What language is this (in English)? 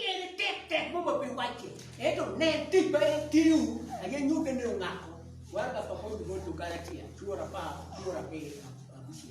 Acoli